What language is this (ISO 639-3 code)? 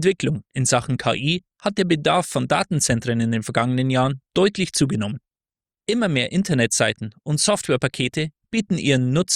deu